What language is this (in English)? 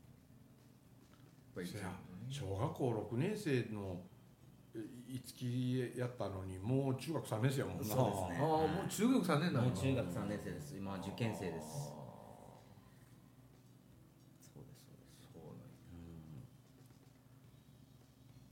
Japanese